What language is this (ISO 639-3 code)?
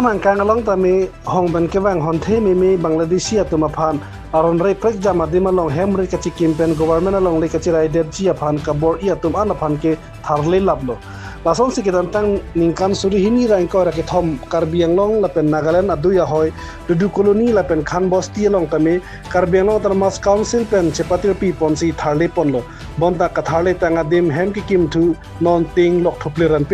mjw